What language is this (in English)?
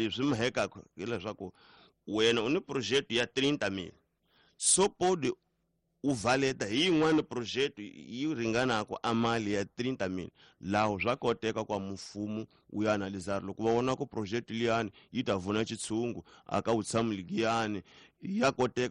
Tsonga